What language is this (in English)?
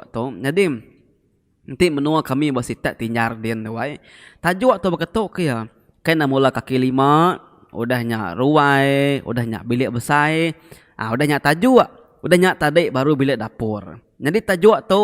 Iban